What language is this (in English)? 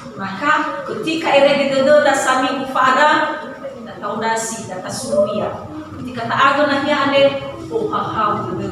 Nias